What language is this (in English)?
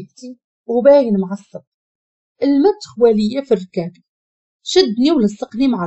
Moroccan Arabic